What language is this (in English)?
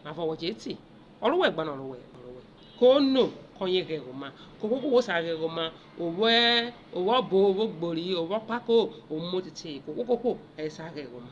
Urhobo